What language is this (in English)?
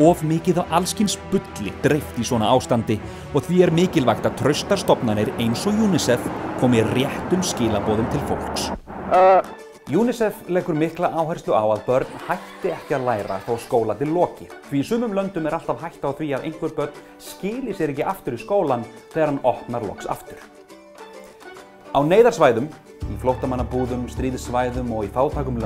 Icelandic